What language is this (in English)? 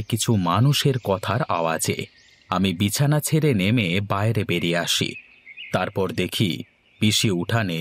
Bangla